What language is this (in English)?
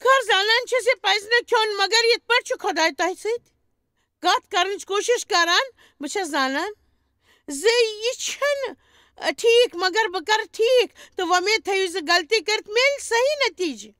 Kashmiri